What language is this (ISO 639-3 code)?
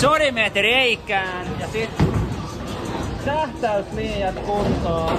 fin